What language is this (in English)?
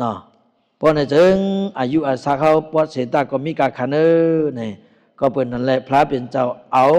Shan